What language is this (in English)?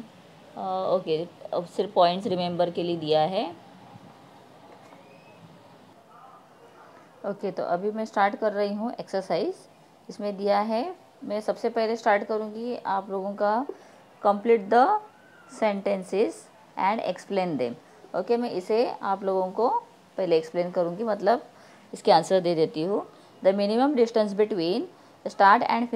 Hindi